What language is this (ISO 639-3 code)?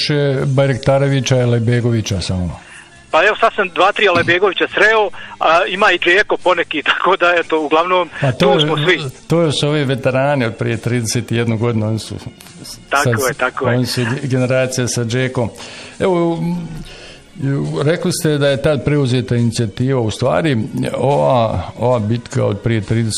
bos